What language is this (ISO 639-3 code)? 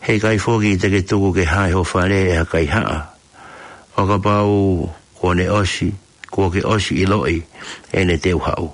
ton